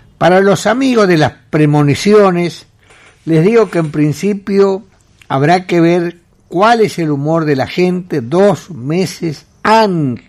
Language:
Spanish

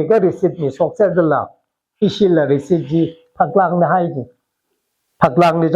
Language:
Tangkhul Naga (India)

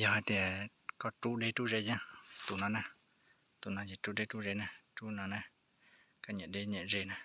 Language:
Hmong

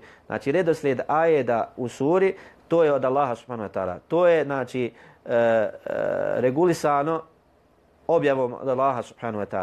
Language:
Bosnian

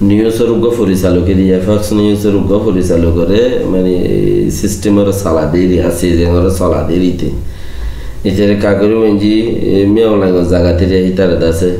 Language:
Rohingya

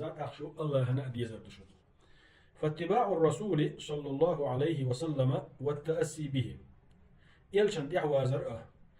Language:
Chechen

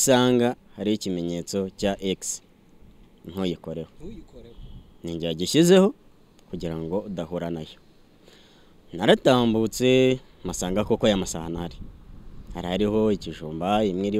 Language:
Kinyarwanda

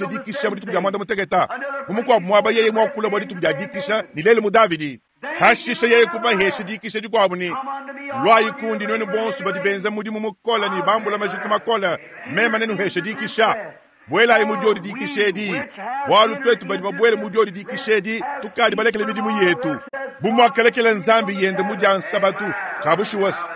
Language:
Luba-Lulua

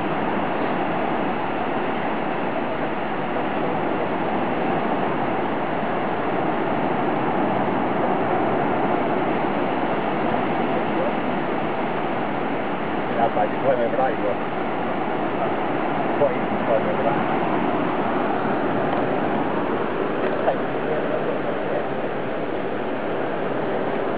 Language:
English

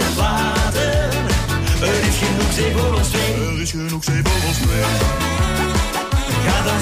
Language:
Dutch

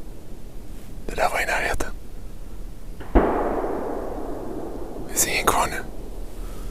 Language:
Swedish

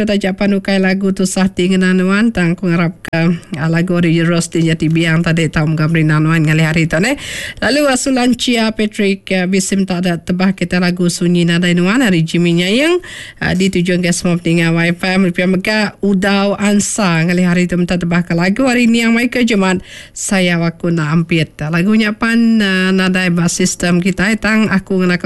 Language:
Iban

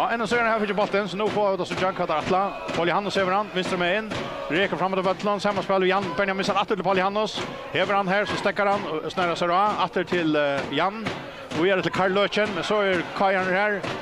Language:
Faroese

